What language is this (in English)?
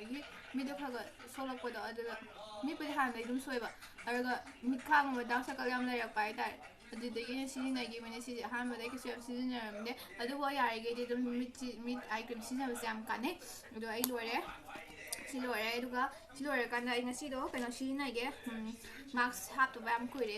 Manipuri